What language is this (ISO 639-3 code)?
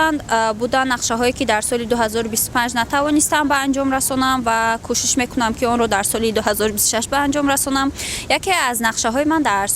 tgk